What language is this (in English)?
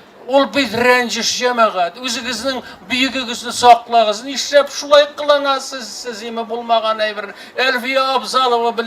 Tatar